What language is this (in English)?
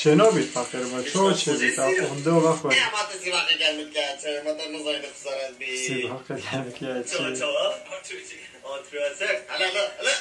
Kurdish